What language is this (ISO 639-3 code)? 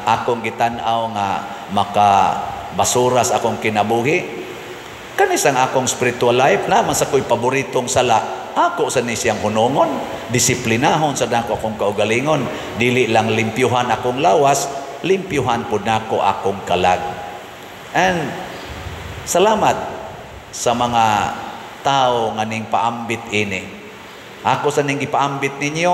ceb